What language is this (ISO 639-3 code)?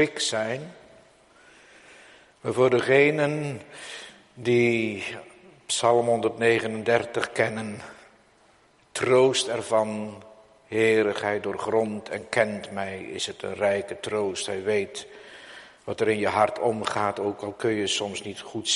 nld